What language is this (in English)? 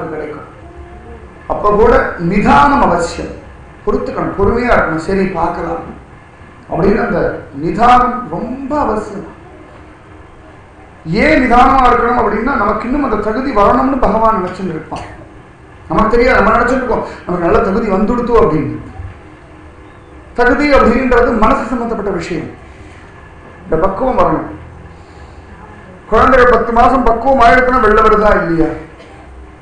Tamil